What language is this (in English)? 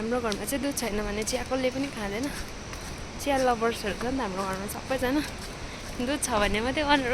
Nepali